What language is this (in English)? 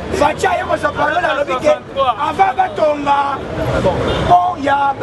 Lingala